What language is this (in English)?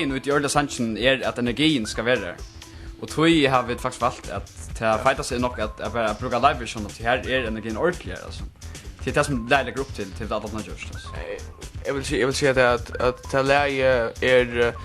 Faroese